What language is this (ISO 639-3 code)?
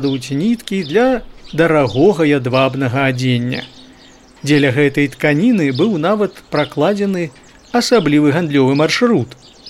bel